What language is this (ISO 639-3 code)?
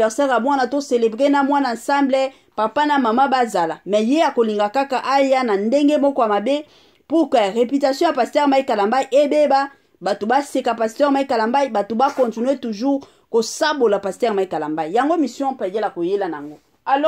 lin